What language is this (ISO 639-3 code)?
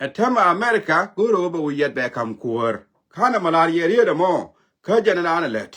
nus